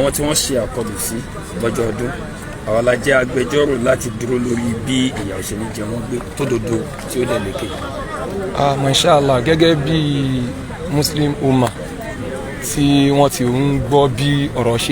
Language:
Yoruba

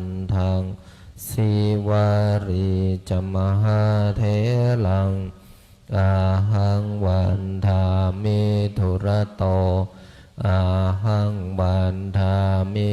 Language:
Pali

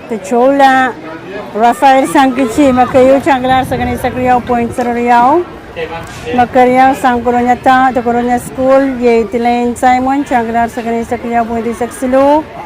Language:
Pohnpeian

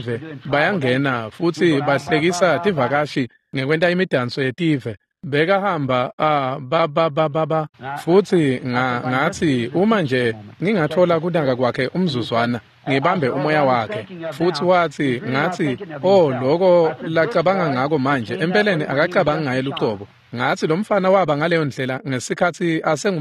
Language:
Swati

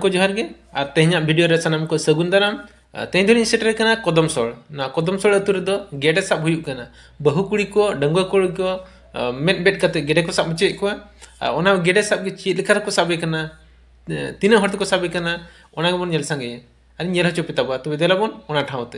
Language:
Santali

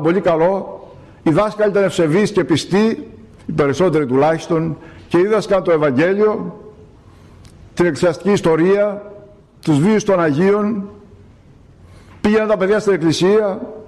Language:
Greek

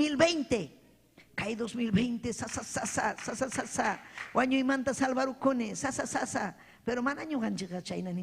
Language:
Ayacucho Quechua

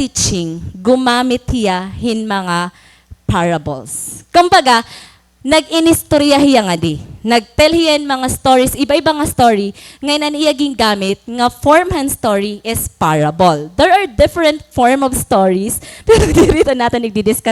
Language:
Waray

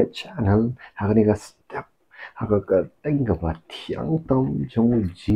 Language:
Khasi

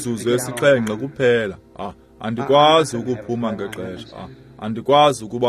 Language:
Xhosa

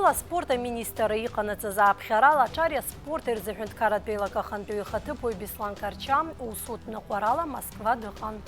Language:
Abkhazian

